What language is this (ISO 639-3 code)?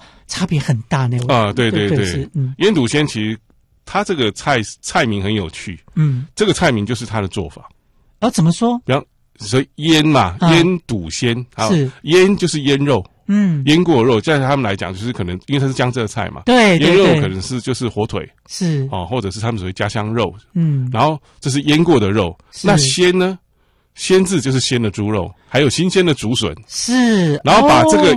zho